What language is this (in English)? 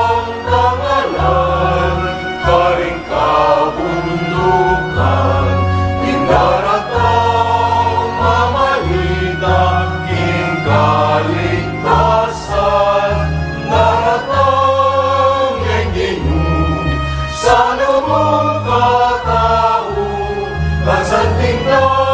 Pampanga